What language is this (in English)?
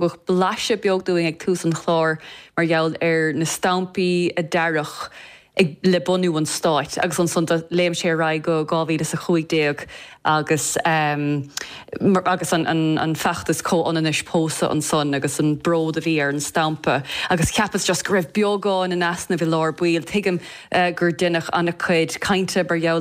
Irish